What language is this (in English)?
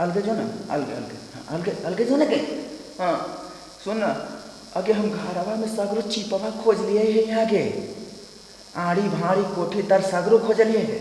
Magahi